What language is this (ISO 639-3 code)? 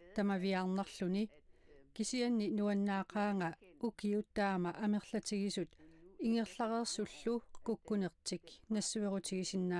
kal